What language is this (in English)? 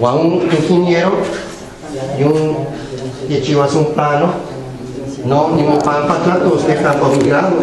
Guerrero Nahuatl